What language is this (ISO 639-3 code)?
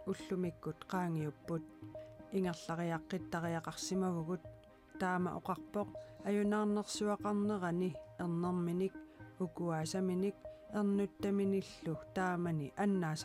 kal